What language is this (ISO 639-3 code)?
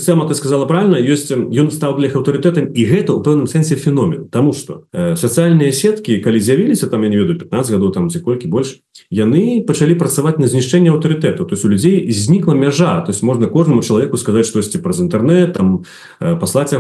bel